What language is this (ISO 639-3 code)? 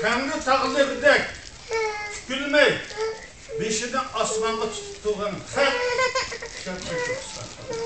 uig